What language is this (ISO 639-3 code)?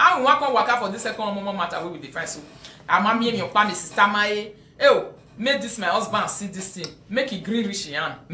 pcm